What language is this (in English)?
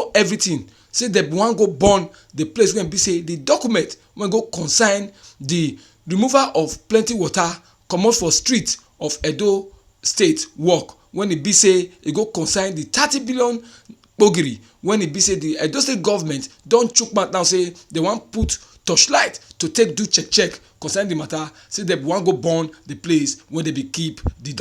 Nigerian Pidgin